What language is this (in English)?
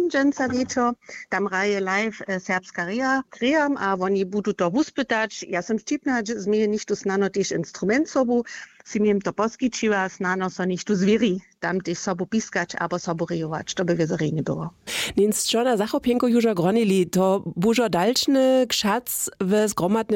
Upper Sorbian